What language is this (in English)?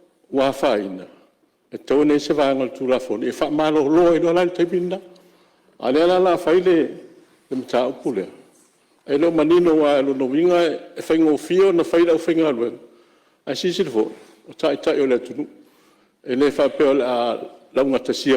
Samoan